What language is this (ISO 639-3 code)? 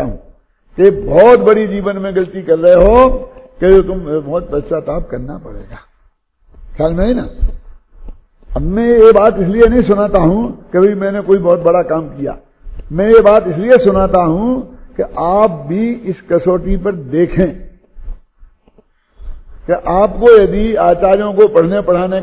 hin